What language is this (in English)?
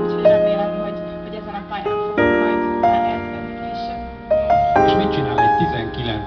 Hungarian